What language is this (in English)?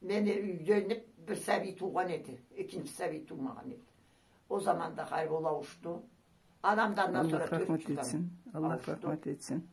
Karachay-Balkar